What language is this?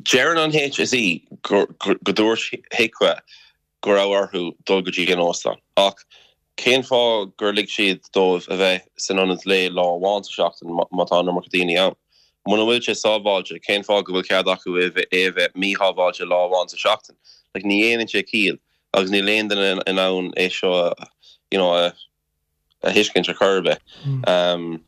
Irish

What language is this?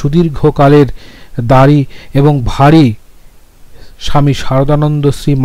Bangla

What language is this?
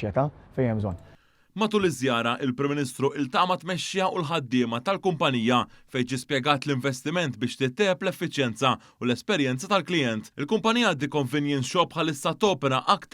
Maltese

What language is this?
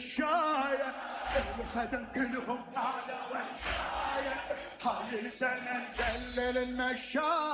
Mesopotamian Arabic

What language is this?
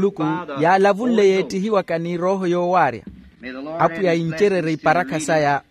Makhuwa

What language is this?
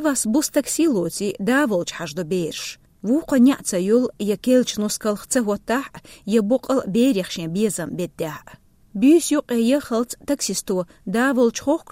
Chechen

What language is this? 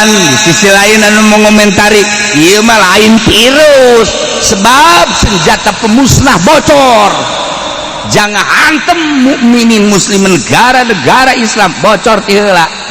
Sundanese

